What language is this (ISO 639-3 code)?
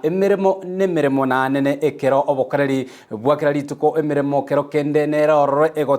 guz